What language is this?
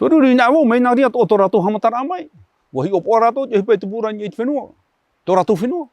Tahitian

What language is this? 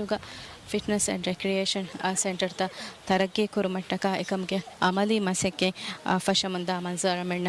Divehi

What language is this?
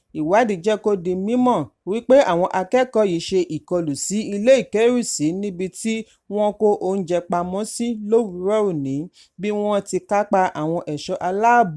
Yoruba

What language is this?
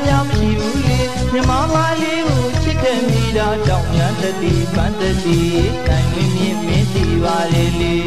Burmese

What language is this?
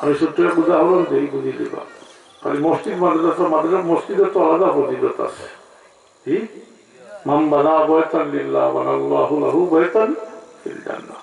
Sylheti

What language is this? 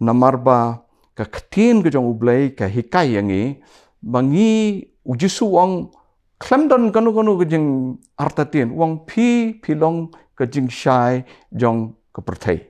Khasi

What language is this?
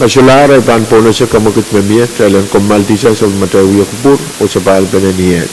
Pohnpeian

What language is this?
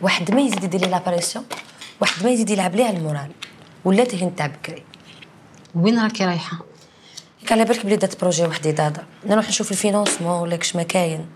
Algerian Arabic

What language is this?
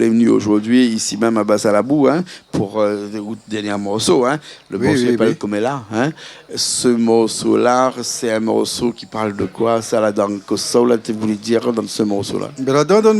Réunion Creole French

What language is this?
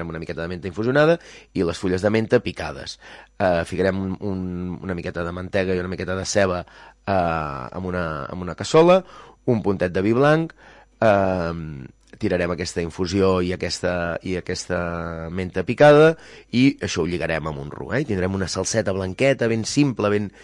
Catalan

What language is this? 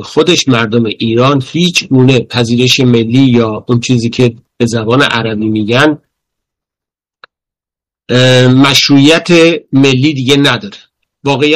Persian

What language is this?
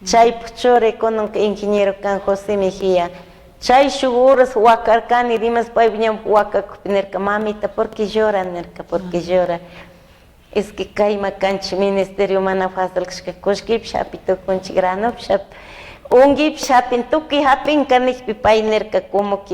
Chimborazo Highland Quichua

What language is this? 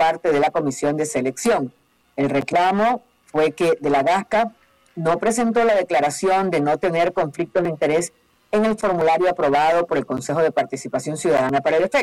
Spanish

